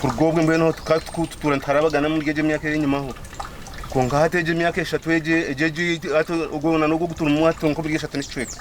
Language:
Nyankole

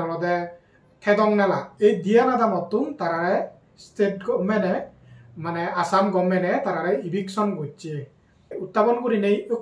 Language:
Chakma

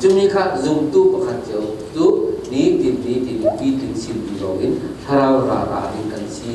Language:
Falam Chin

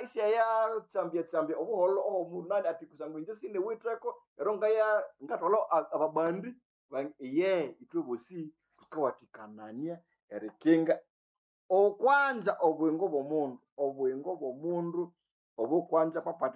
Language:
Nande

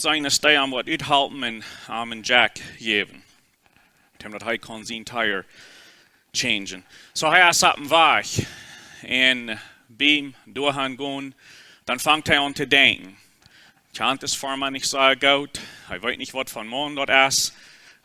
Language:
Plautdietsch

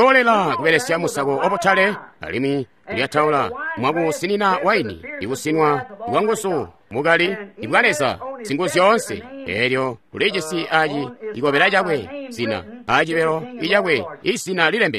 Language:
Tonga (Zambia)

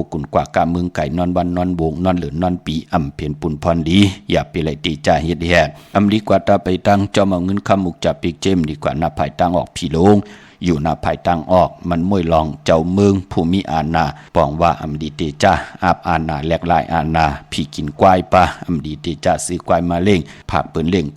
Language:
Shan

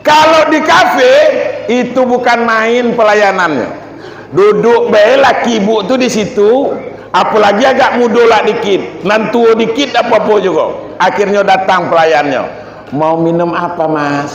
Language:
Minangkabau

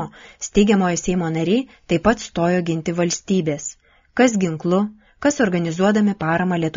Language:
Lithuanian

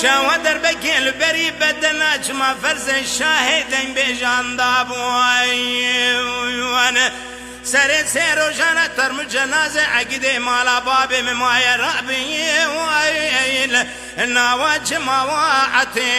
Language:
Kurdish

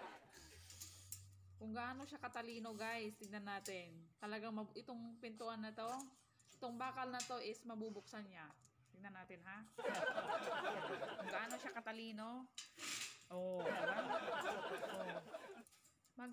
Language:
Filipino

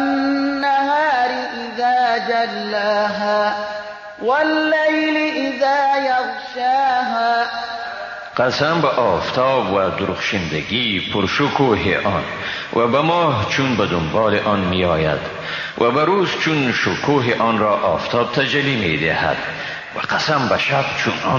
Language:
Persian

